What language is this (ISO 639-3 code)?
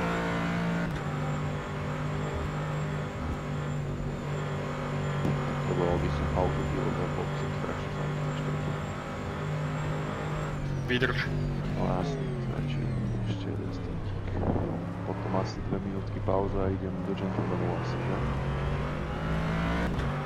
slk